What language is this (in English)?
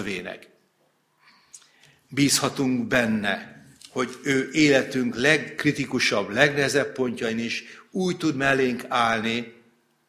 Hungarian